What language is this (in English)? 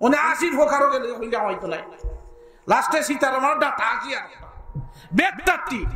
Sylheti